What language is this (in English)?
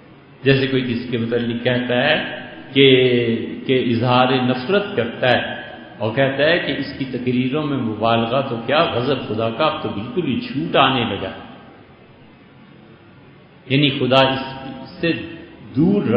Urdu